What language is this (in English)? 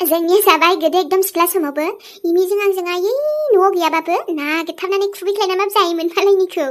Bodo